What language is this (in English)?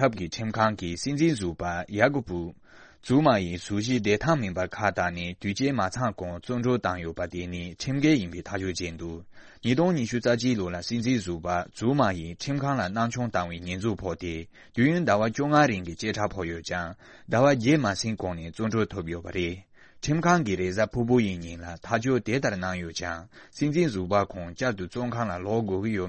Tibetan